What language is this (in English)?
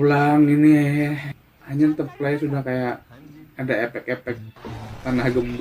Banjar